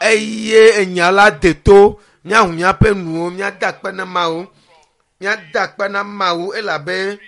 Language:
Ewe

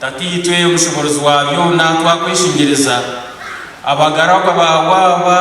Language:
Nyankole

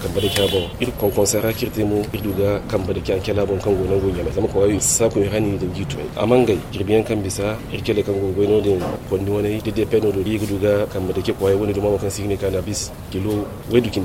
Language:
Zarma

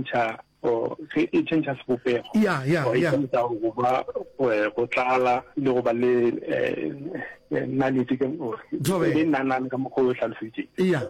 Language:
Northern Sotho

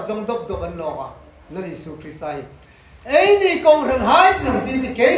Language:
Hmar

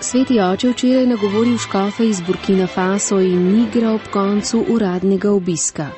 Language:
Slovenian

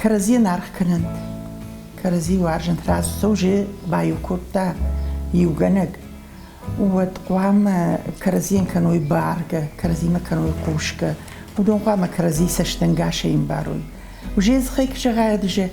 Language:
Ossetic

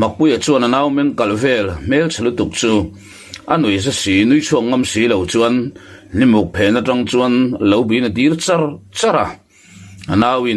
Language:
Mizo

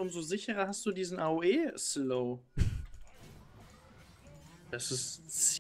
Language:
German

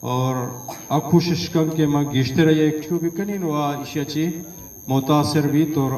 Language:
Eastern Balochi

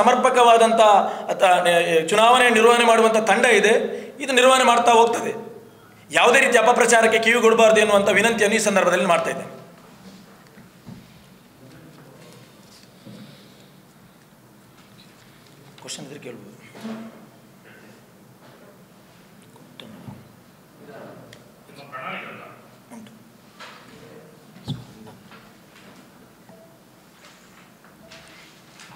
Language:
Kannada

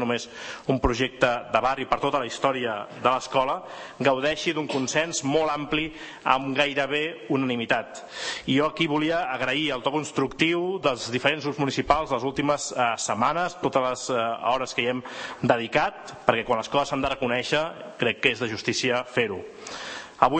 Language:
Catalan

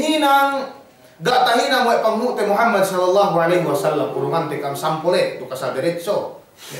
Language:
Yakan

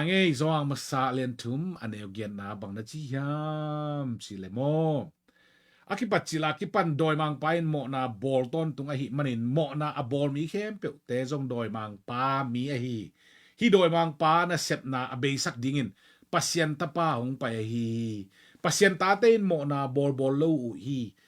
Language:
Tedim Chin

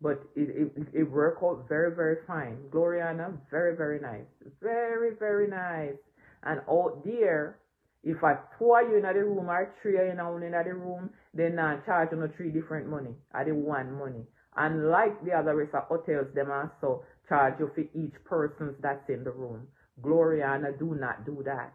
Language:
Jamaican Creole English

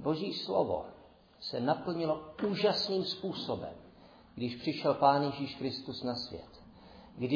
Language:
Czech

